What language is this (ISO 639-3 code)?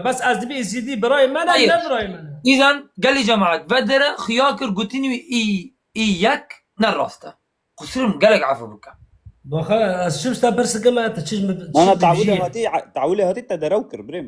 kur